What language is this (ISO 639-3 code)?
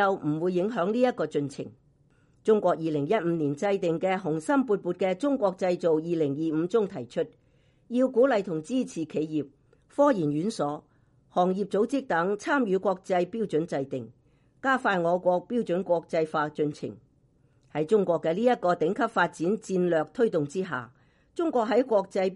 yue